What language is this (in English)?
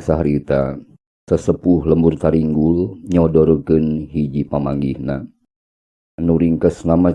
Sundanese